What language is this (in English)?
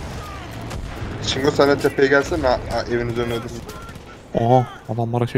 Turkish